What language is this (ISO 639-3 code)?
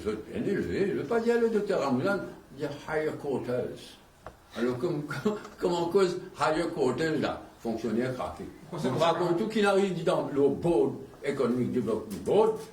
mfe